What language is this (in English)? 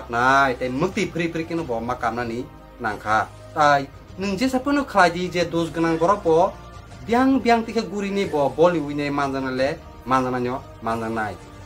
Kok Borok